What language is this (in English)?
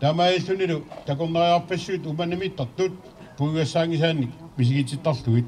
Kalaallisut